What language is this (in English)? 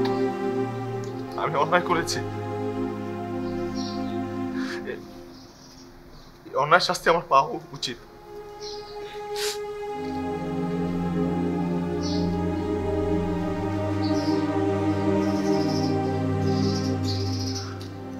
Bangla